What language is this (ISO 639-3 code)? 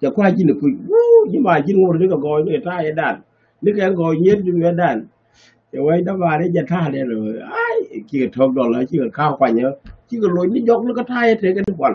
nus